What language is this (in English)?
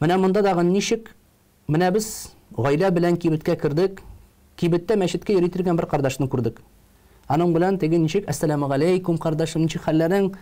Tatar